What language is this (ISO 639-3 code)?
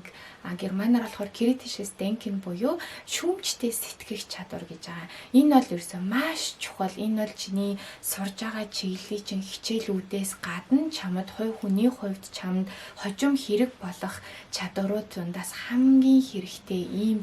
mon